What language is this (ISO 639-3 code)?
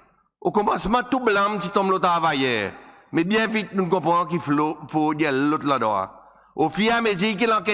crs